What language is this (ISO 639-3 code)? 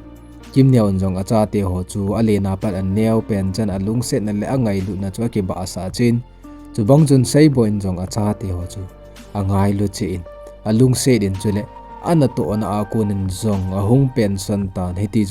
tcz